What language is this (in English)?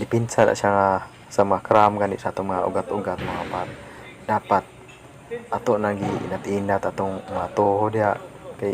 Cebuano